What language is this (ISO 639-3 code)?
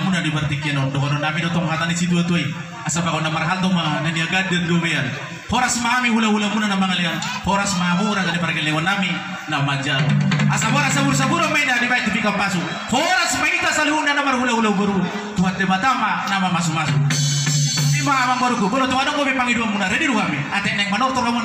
bbc